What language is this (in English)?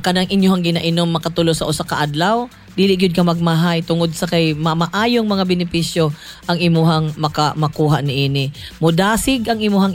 Cebuano